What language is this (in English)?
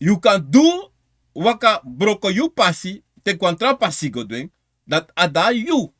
Sranan Tongo